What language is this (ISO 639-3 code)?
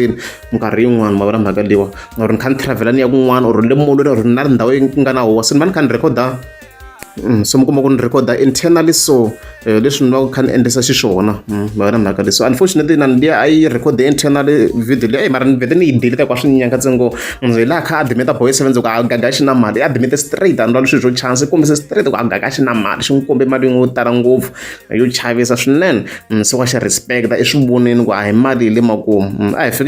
tso